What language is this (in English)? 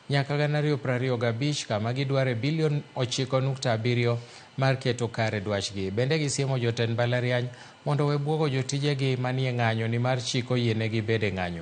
Luo (Kenya and Tanzania)